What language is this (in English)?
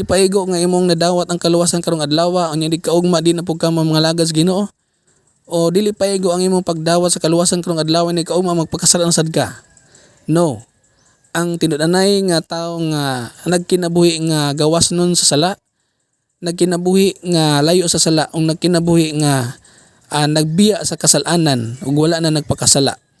Cebuano